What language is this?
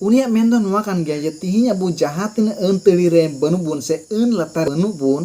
Santali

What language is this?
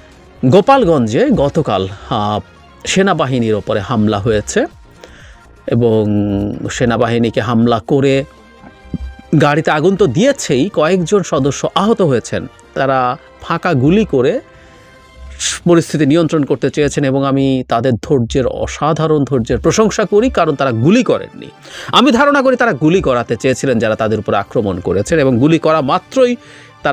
Bangla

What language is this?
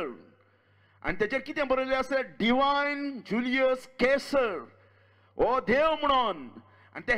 Konkani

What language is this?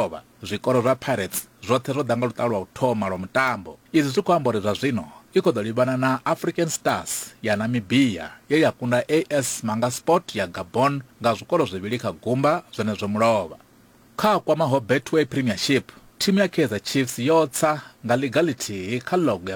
Venda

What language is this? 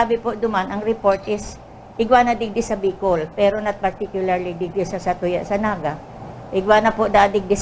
Bikol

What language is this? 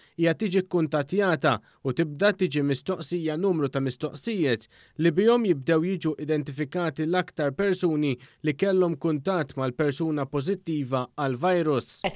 Maltese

